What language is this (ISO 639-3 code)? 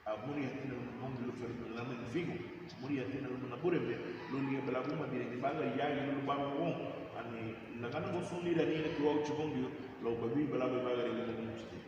cab